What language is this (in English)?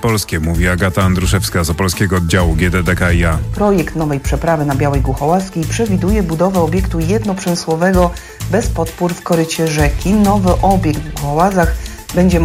Polish